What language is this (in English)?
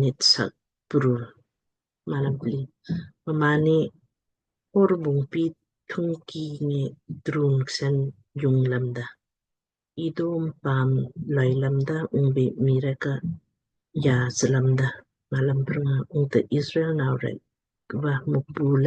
Lamkang